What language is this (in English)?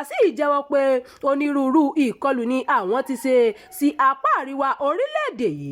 Yoruba